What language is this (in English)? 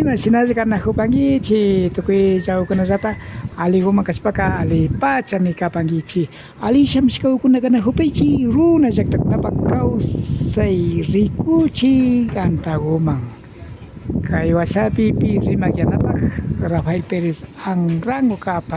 Imbabura Highland Quichua